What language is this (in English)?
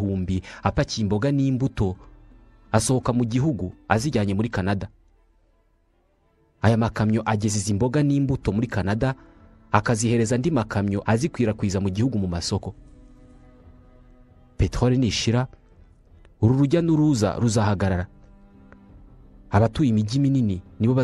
Kinyarwanda